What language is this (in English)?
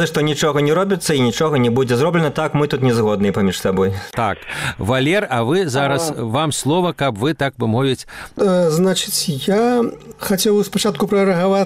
Belarusian